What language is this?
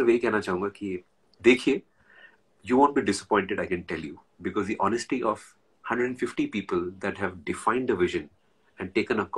Hindi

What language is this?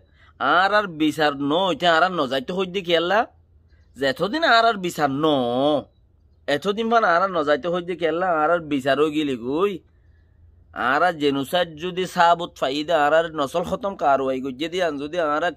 Rohingya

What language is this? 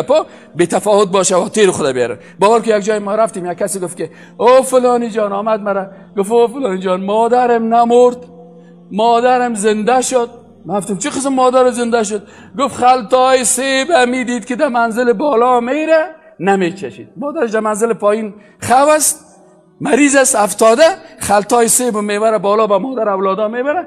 Persian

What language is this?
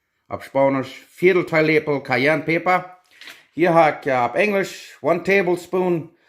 Plautdietsch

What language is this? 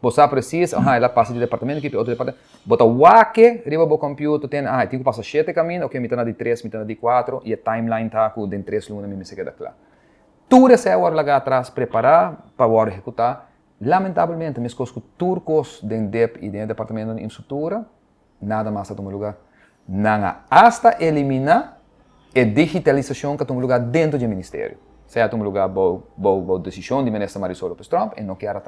Papiamento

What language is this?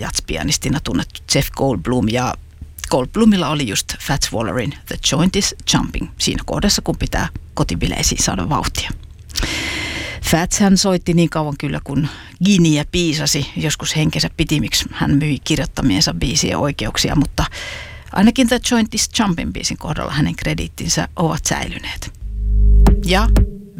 Finnish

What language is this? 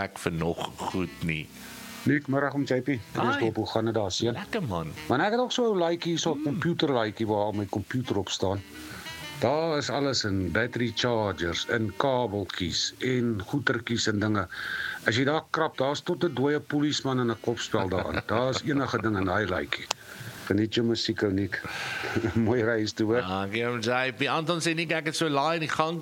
Afrikaans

